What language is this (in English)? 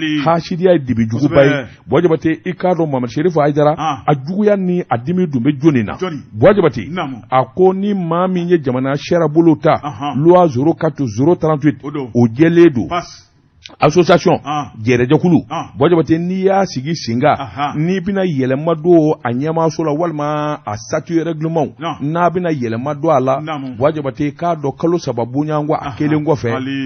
Bambara